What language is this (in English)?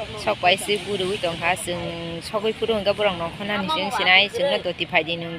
Kok Borok